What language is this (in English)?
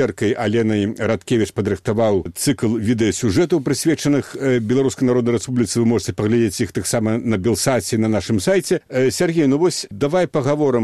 Belarusian